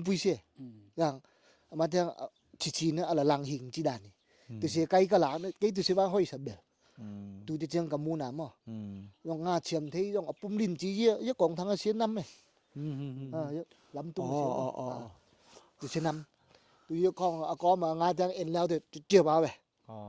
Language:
Tedim Chin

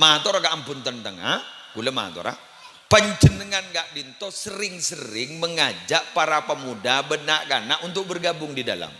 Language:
Madurese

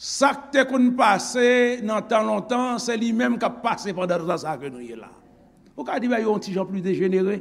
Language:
Haitian Creole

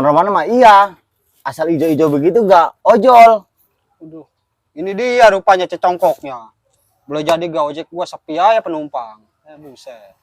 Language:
Betawi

